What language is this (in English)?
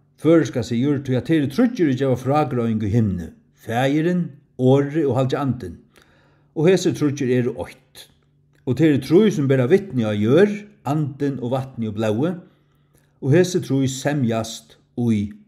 Faroese